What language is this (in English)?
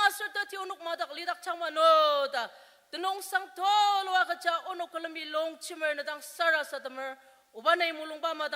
Ao Naga